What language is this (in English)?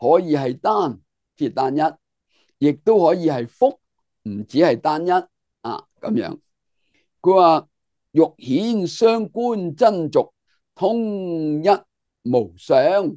Cantonese